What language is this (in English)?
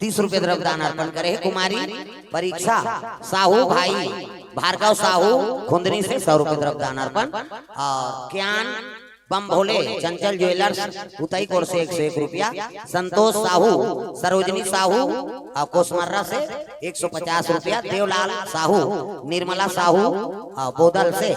Chhattisgarhi